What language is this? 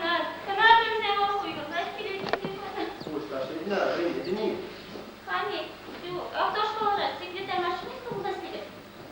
Chuvash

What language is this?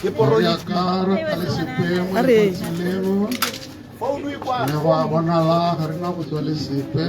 Tswana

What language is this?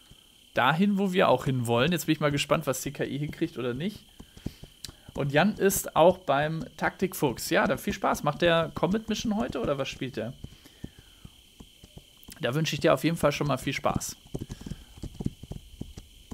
German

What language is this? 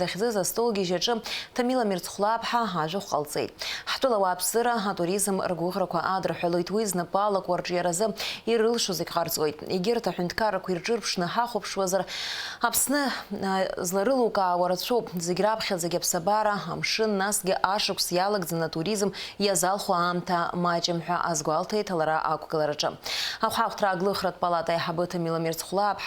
Abkhazian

